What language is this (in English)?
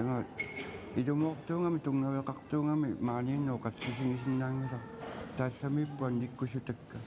Kalaallisut